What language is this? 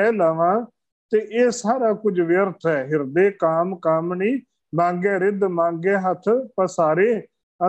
Punjabi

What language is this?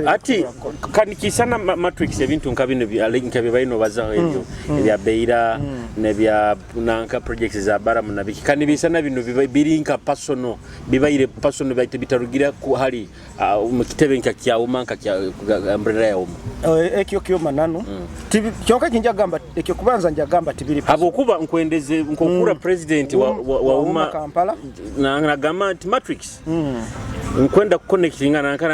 Nyoro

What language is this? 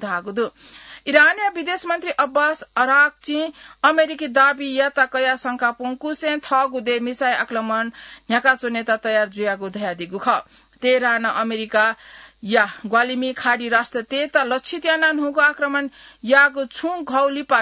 Newari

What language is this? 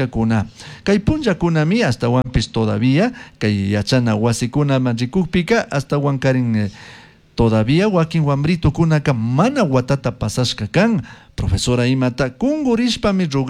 Chimborazo Highland Quichua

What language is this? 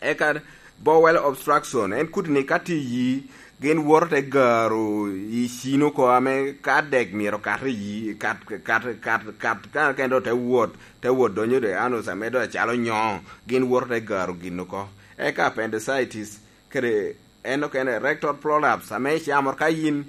Lango (Uganda)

